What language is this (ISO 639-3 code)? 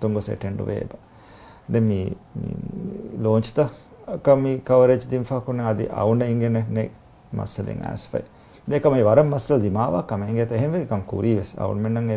div